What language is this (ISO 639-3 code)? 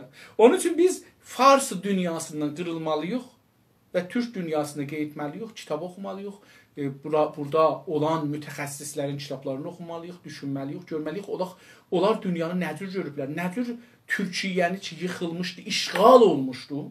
azb